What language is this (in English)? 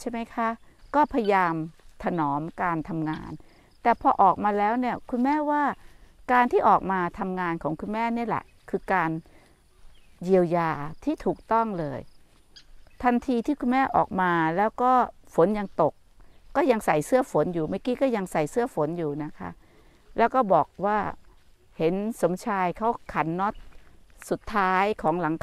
Thai